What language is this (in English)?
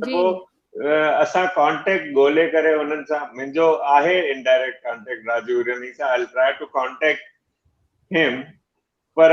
Sindhi